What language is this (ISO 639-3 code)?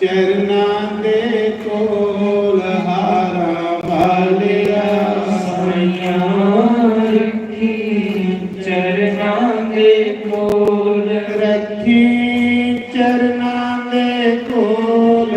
doi